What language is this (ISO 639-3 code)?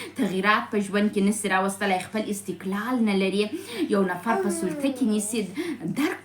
pus